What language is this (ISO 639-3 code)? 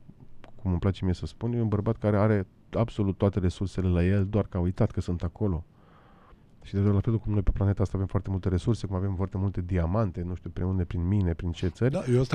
ron